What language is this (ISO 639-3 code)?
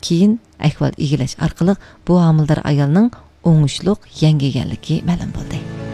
uig